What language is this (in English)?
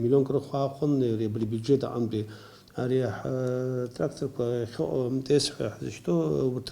Abkhazian